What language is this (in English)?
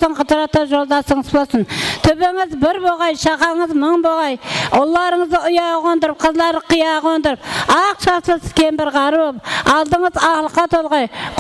Kara-Kalpak